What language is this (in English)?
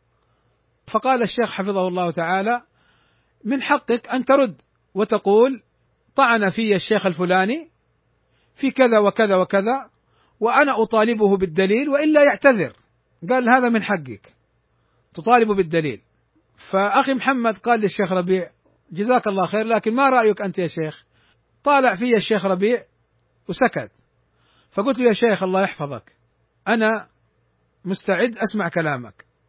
Arabic